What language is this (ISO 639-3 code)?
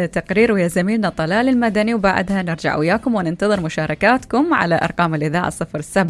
acm